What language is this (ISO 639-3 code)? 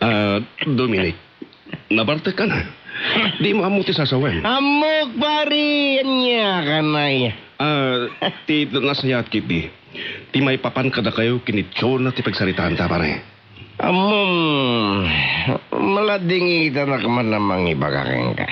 ilo